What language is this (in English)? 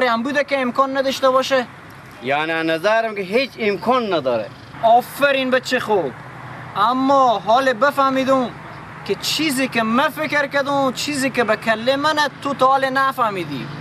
Persian